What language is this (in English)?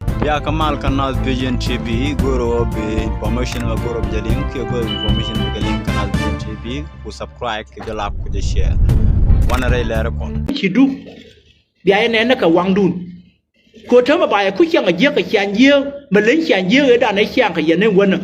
Nuer